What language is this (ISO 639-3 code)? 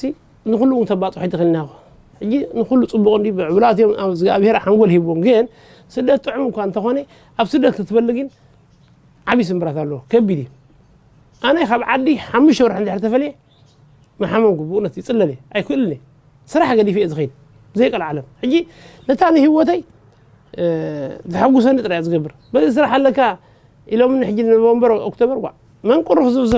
tir